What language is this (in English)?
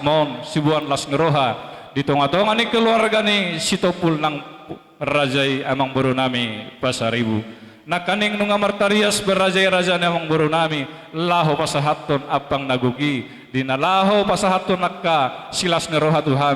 Batak Toba